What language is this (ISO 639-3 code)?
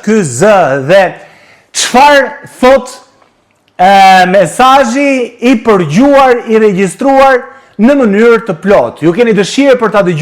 sqi